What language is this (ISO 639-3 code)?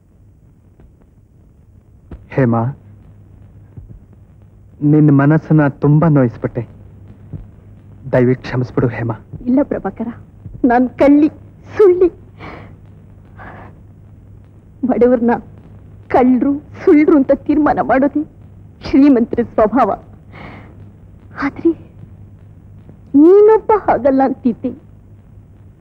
kan